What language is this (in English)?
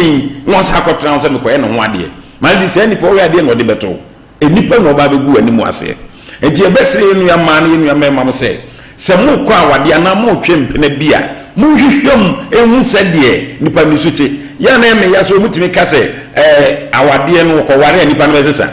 Akan